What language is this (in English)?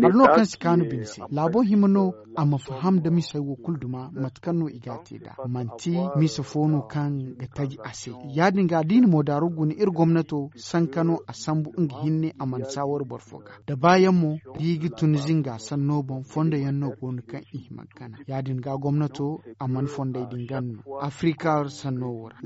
Zarma